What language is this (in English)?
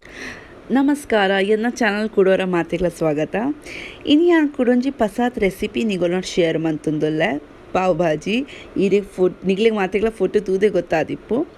Tulu